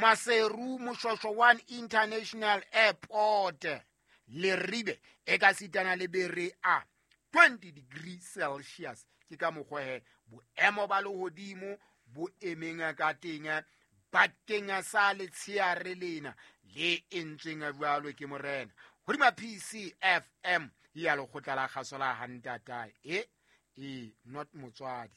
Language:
Southern Sotho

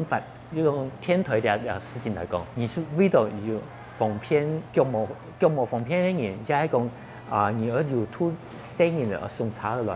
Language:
Hakka Chinese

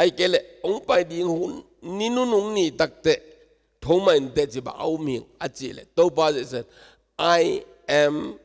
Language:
Tedim Chin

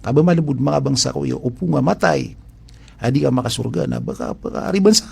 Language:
Maranao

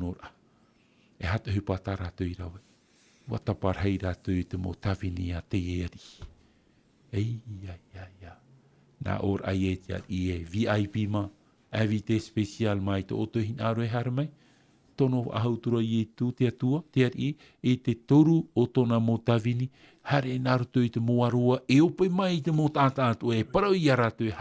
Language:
Tahitian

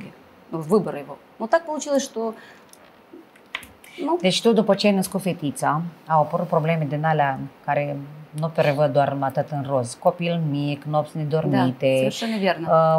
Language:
Romanian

